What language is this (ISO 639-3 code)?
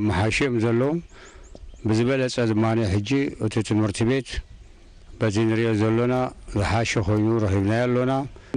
tir